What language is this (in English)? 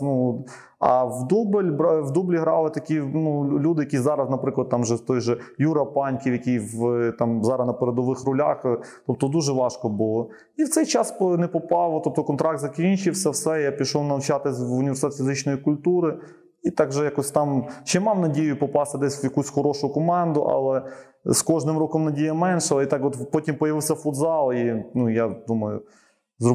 Ukrainian